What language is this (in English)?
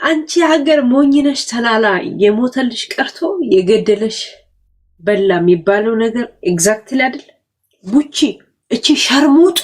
Amharic